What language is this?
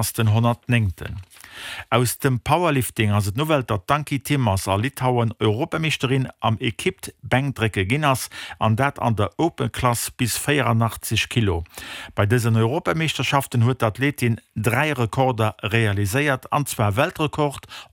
Luxembourgish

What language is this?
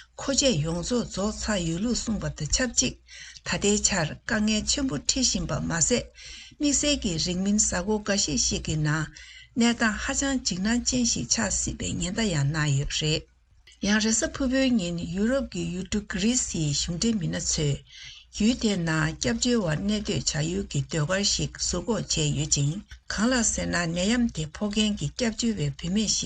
Tibetan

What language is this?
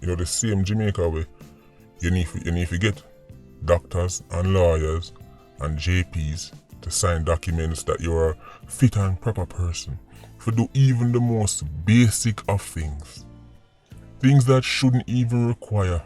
Jamaican Creole English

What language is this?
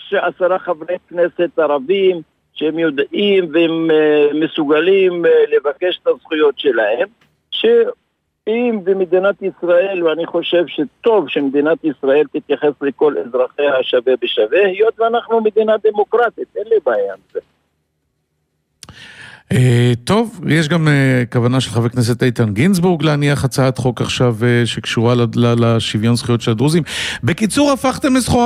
Hebrew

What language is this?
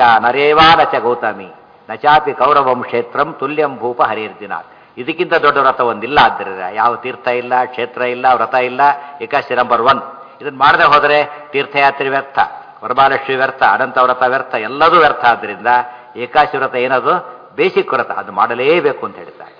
Kannada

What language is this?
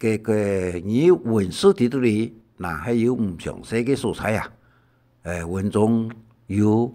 Hakka Chinese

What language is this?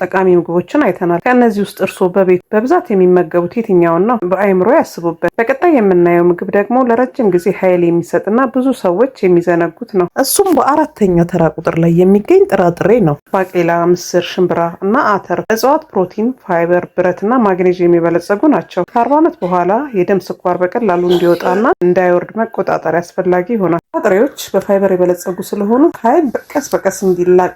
Amharic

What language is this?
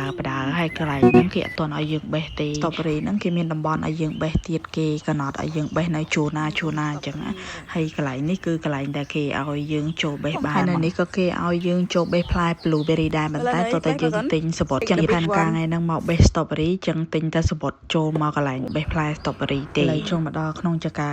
Khmer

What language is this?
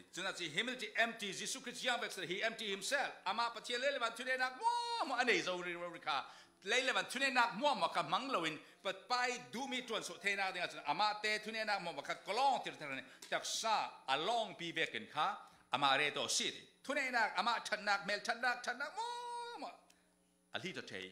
Falam Chin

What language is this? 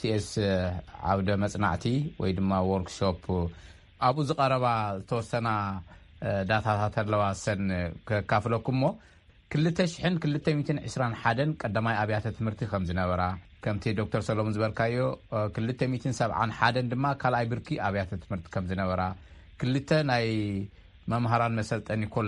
Tigrinya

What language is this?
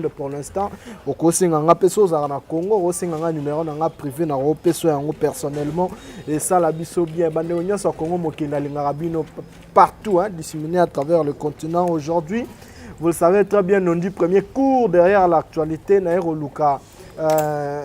Lingala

